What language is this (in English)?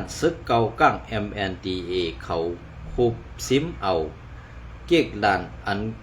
Shan